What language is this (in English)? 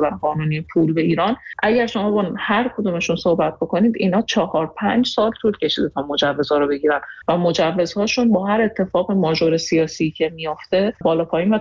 Persian